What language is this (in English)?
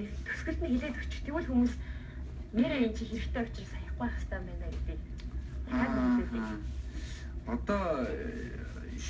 Mongolian